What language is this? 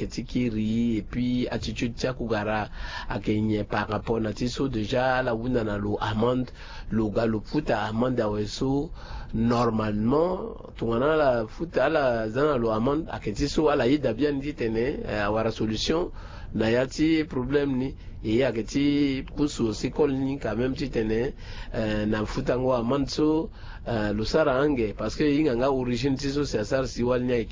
Sango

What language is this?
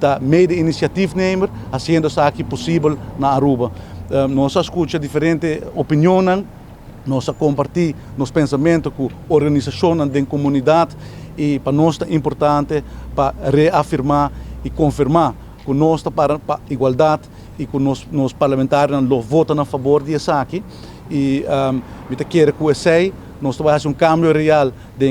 Papiamento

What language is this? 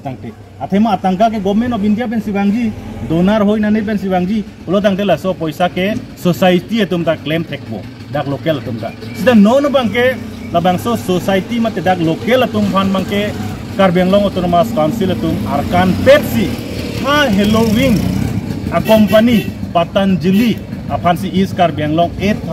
Karbi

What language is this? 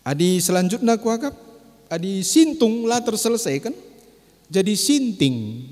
Batak Karo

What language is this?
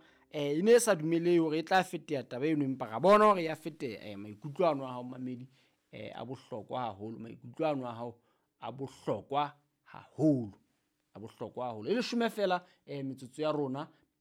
Southern Sotho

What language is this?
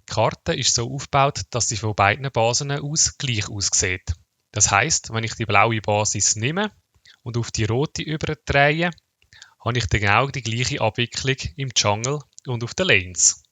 Swiss German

